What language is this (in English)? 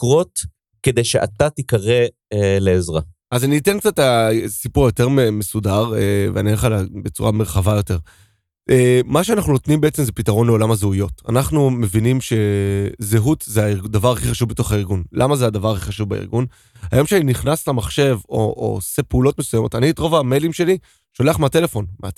Hebrew